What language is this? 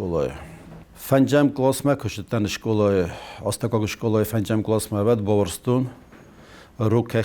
Ossetic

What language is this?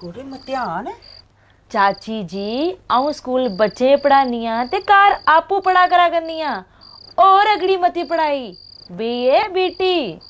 Dogri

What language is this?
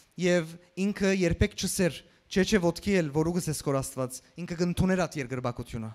Western Armenian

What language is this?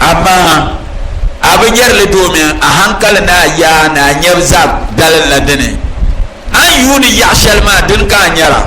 Dagbani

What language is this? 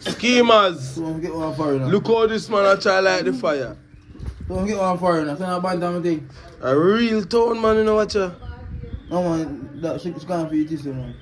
Jamaican Creole English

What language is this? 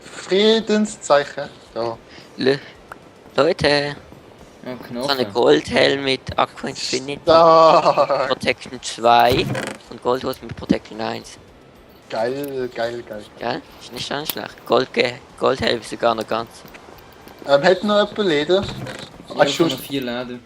Swiss German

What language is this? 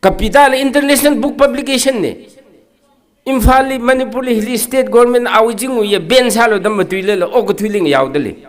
Tangkhul Naga (India)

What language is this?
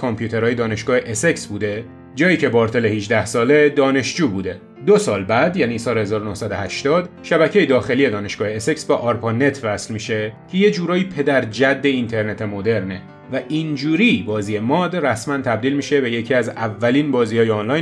Persian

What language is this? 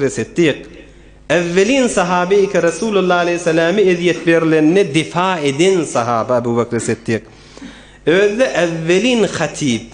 Turkmen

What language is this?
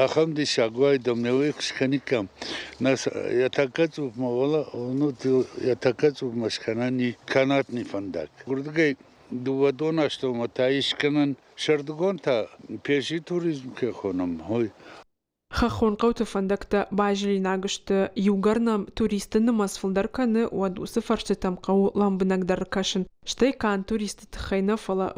Ossetic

